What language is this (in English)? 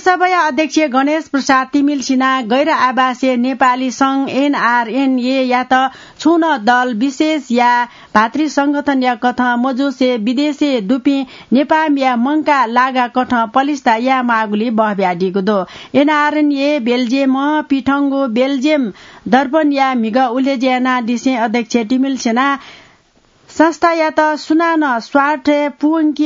Newari